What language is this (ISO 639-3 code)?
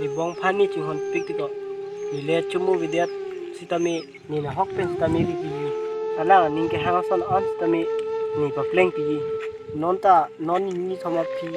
mjw